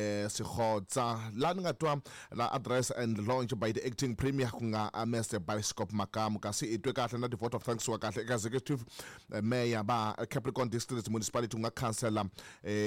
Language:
Tsonga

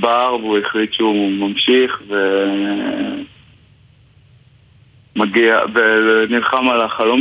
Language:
Hebrew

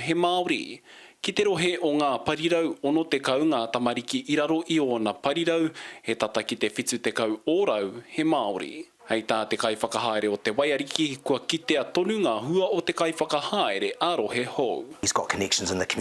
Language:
Māori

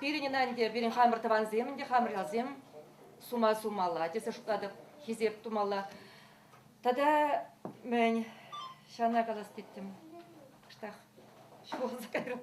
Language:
Chuvash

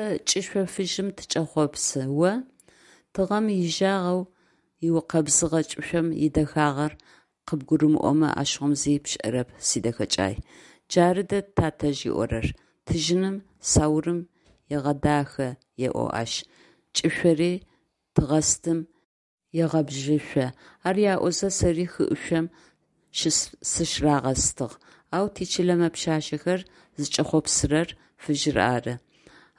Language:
Adyghe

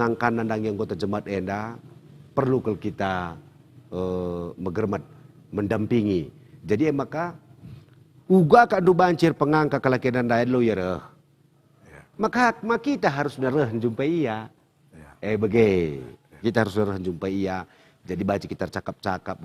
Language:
Batak Karo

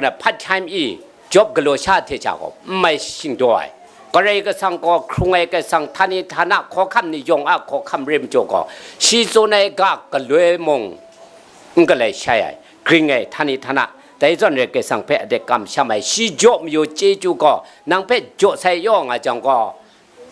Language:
Kachin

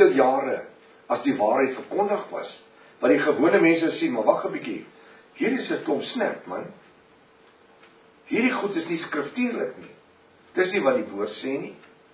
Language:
Afrikaans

